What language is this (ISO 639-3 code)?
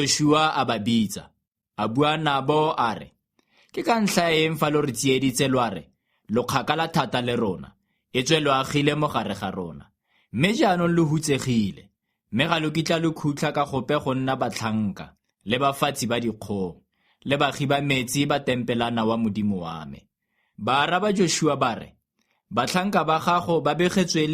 tsn